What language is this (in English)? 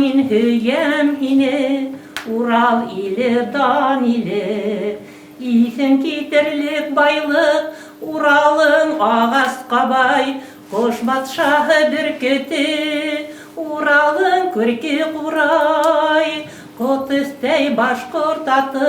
Bashkir